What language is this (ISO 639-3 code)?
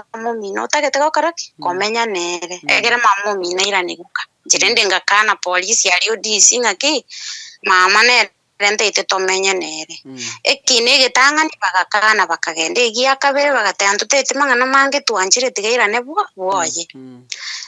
guz